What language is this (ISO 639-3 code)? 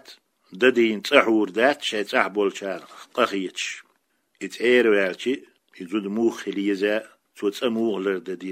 che